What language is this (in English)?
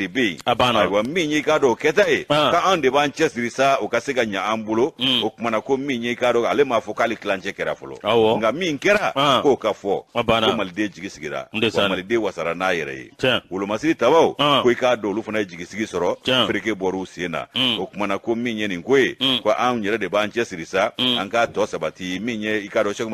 Bambara